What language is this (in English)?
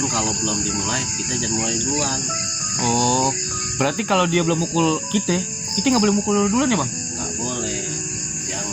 Betawi